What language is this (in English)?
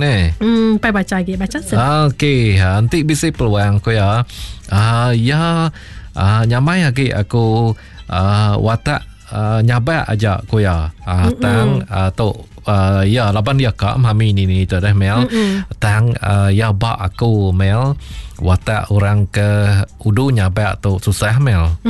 Iban